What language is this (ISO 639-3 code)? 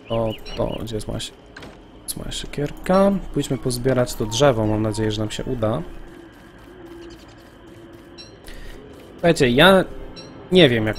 pol